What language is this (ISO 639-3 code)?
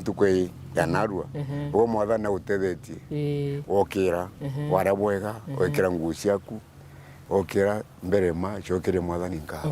mer